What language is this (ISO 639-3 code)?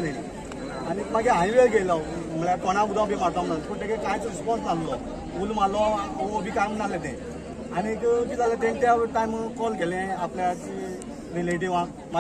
kok